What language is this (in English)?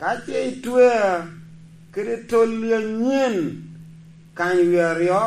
Lango (Uganda)